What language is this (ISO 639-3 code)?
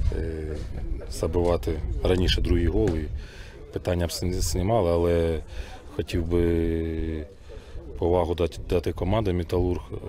ukr